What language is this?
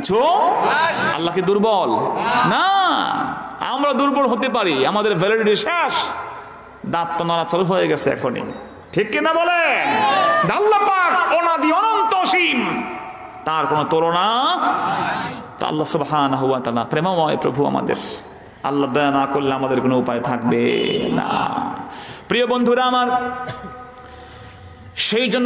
Bangla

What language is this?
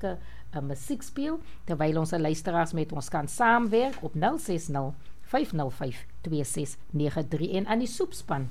Afrikaans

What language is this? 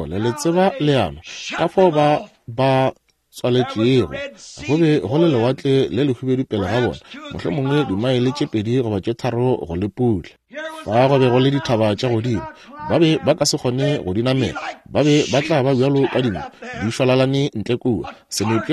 Northern Sotho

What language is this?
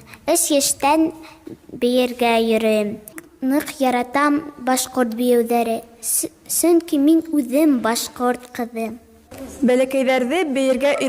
Bashkir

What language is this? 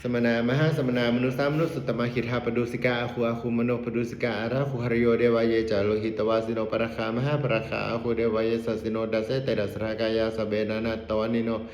Pali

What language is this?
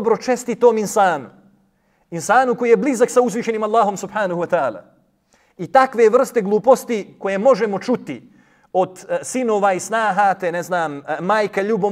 Bosnian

